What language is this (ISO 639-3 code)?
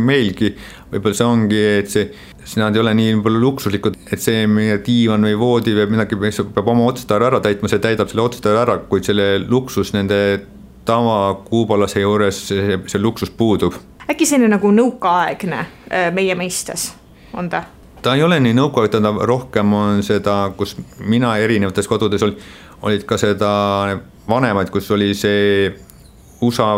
est